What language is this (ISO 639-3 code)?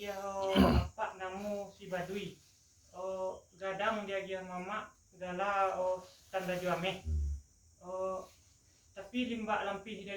min